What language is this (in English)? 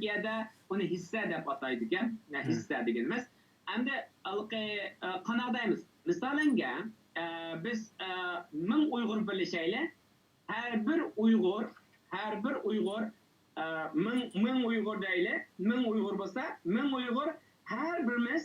Uyghur